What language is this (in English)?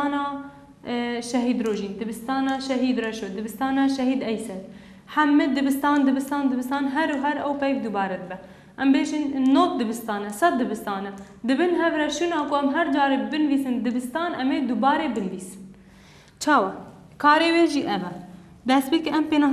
Kurdish